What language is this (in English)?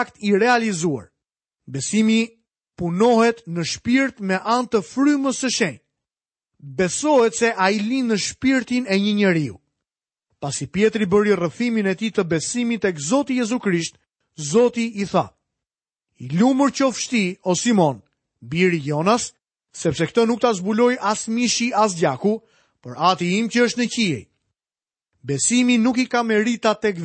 Albanian